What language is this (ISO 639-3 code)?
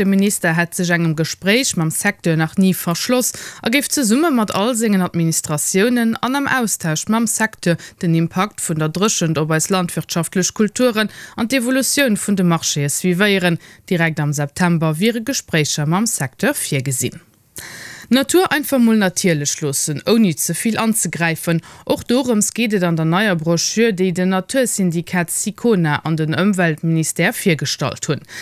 ltz